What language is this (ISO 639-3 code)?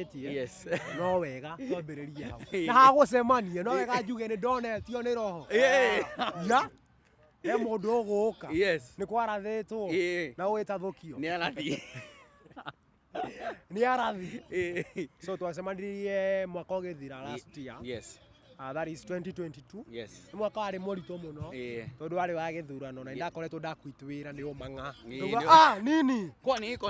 kik